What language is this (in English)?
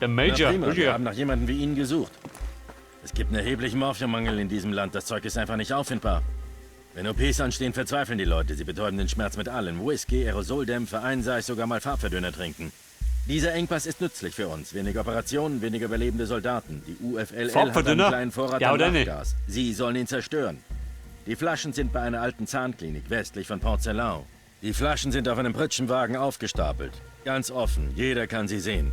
Bavarian